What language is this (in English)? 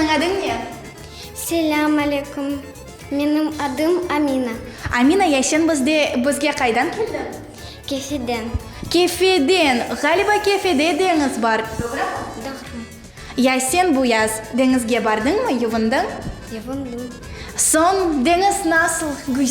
Crimean Tatar